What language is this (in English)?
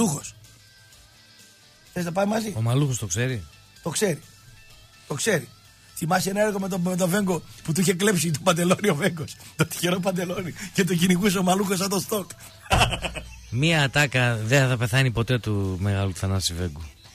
Greek